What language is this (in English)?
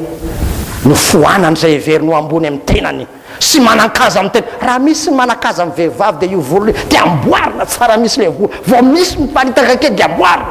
Malagasy